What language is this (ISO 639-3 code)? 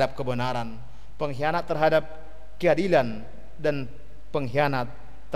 bts